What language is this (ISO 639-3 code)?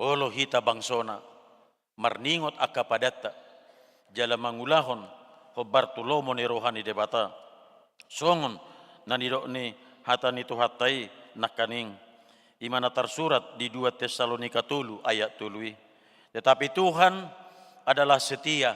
bbc